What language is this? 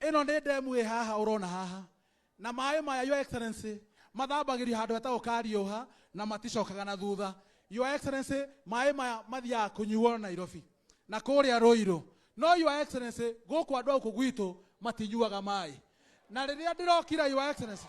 Kikuyu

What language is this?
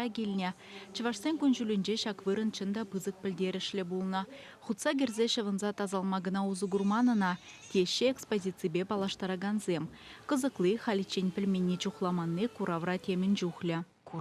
Chuvash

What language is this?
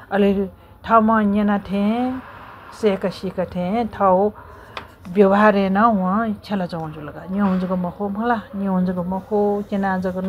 Newari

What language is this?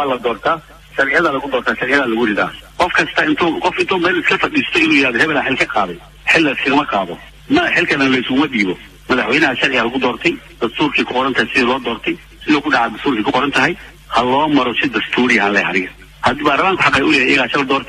Somali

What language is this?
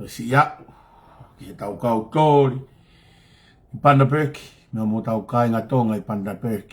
Tongan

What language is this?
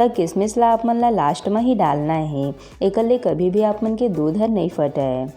Chhattisgarhi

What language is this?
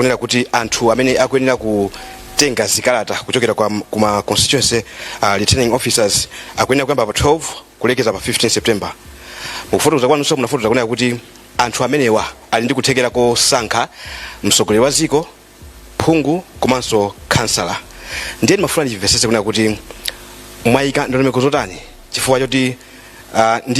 Nyanja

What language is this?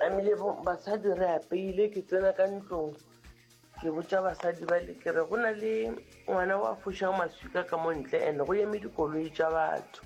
Northern Sotho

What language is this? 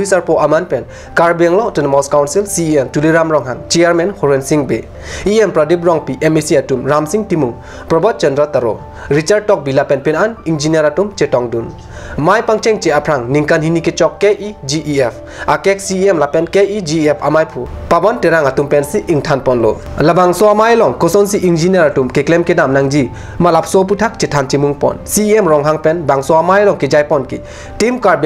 Karbi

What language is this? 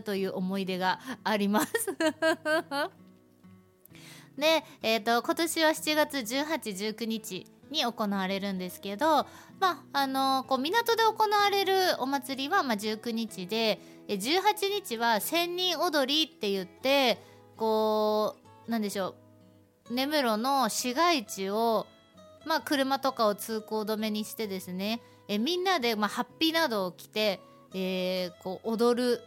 Japanese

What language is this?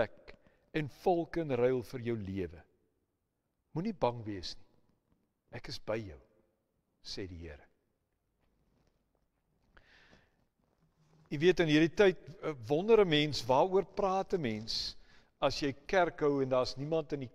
Afrikaans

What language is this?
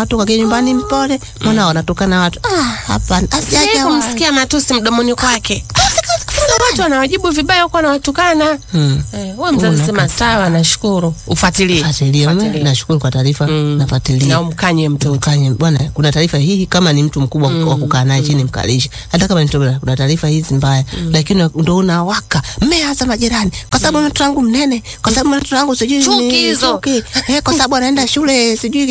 Swahili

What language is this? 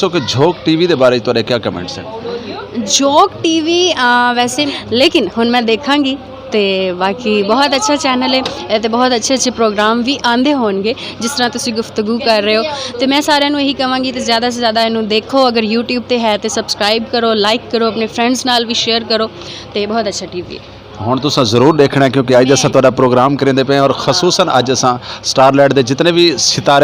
Saraiki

